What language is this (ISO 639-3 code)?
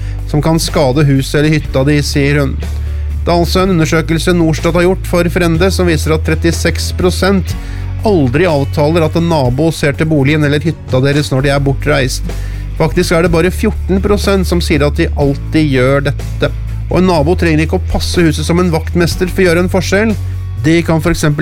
nor